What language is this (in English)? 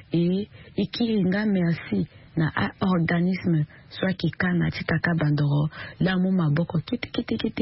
Sango